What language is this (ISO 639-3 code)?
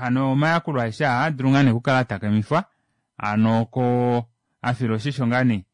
kua